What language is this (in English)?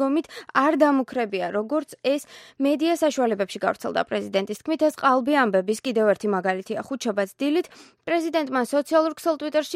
Georgian